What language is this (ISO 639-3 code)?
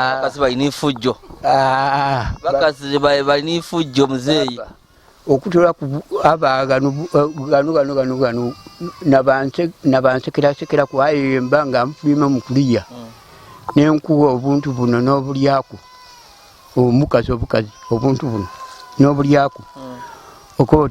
lug